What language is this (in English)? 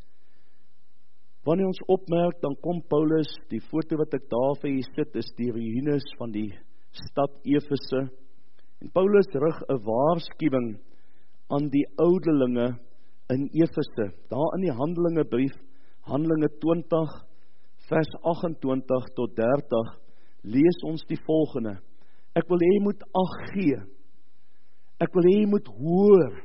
Afrikaans